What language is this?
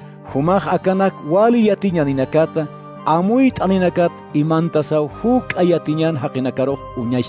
Aymara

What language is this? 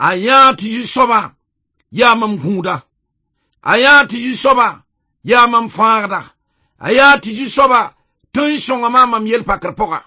Mossi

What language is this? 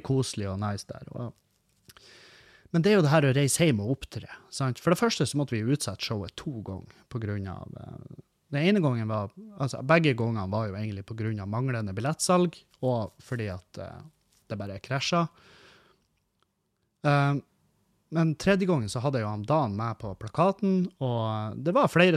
Norwegian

